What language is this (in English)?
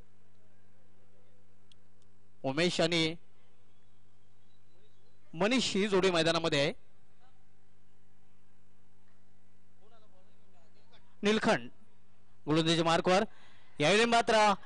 Marathi